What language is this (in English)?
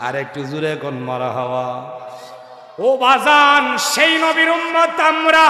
Sylheti